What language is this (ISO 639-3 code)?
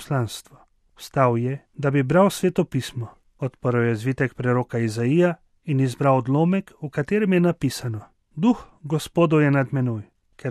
slv